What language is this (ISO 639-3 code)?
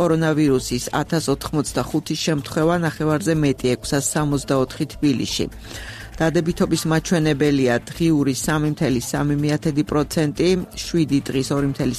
kat